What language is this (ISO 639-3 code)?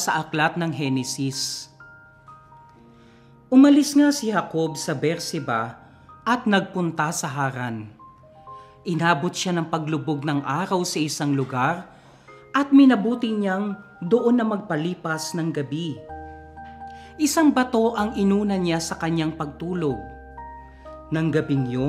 fil